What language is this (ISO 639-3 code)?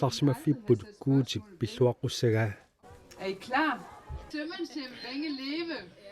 kal